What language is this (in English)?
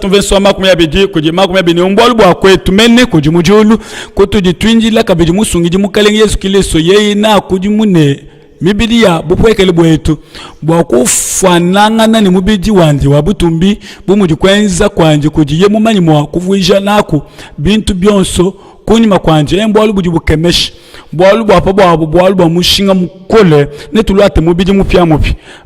Luba-Lulua